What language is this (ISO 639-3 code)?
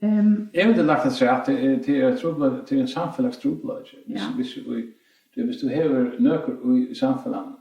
fao